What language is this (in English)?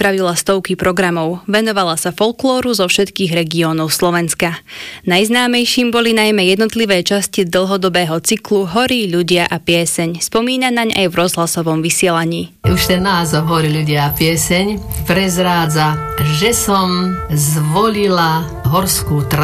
Slovak